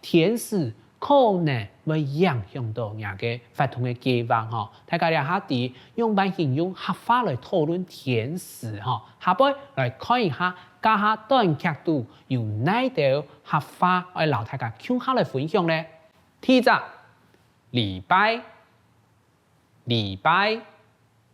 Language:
Hakka Chinese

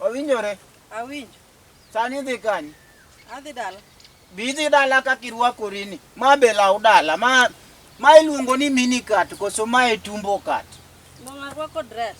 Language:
Luo (Kenya and Tanzania)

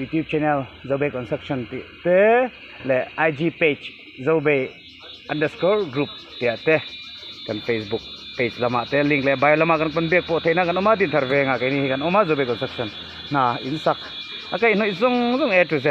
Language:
Mizo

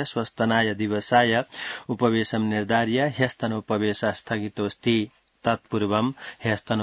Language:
Sanskrit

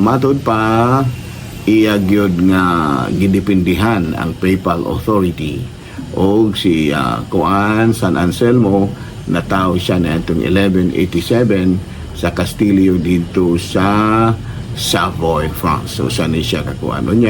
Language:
Cebuano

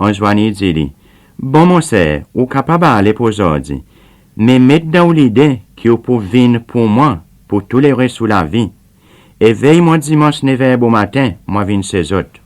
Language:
Seselwa Creole French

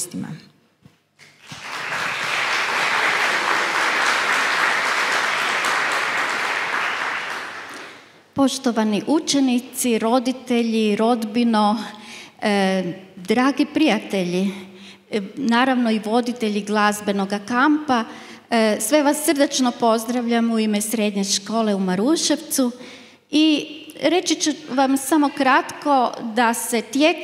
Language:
Croatian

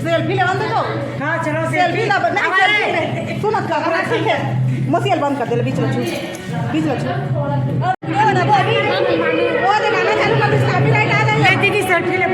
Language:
Chhattisgarhi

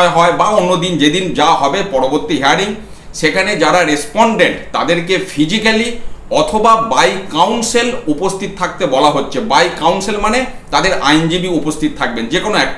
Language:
Bangla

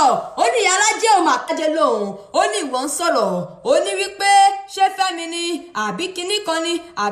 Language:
Yoruba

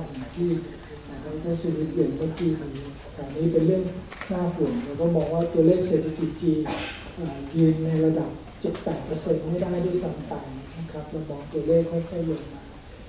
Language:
Thai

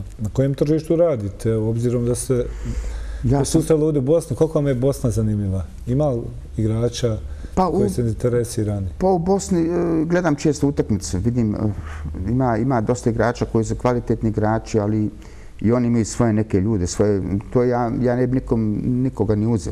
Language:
Bosnian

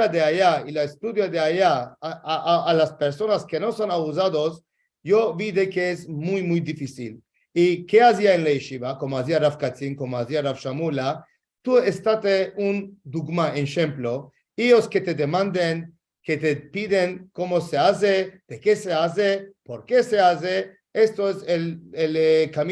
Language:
Ladino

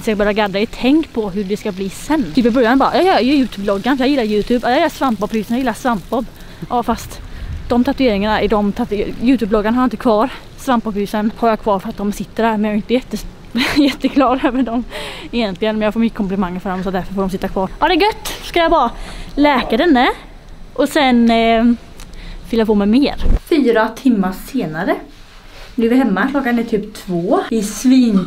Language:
Swedish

